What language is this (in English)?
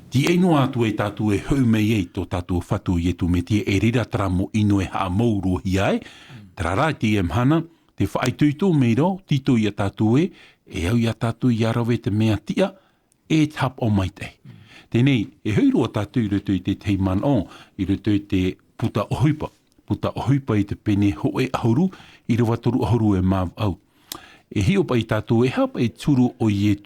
Tahitian